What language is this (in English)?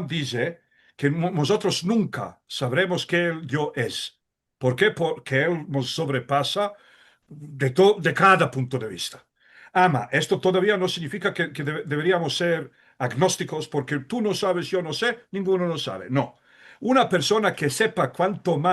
Ladino